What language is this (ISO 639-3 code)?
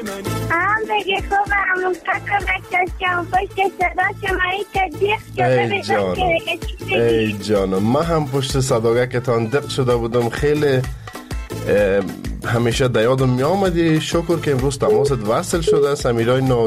fas